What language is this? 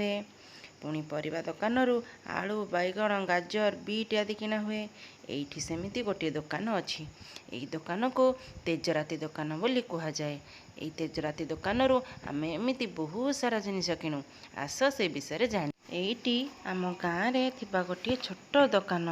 Odia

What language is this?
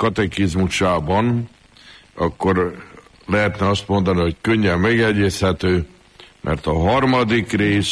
Hungarian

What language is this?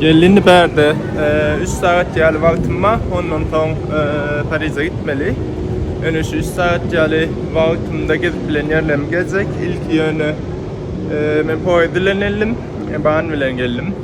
Turkmen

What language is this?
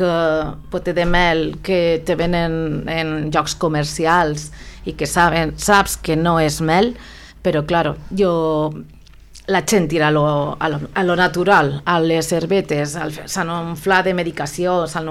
Catalan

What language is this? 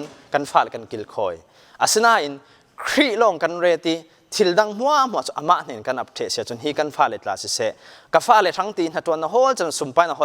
Falam Chin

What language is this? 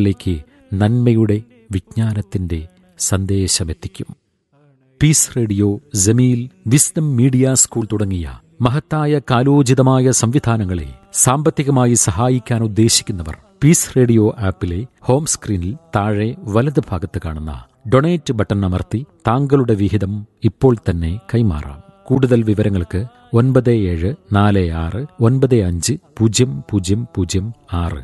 Malayalam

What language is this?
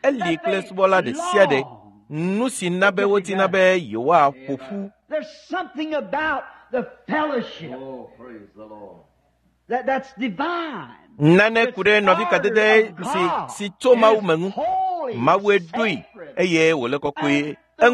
Ewe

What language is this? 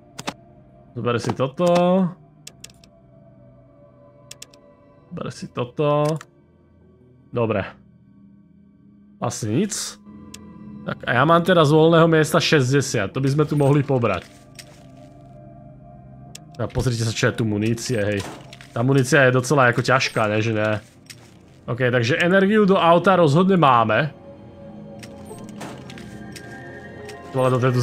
Slovak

